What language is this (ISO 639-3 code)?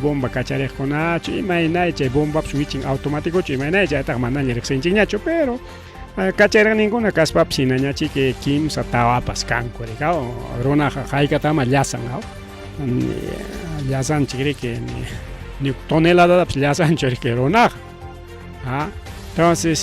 quy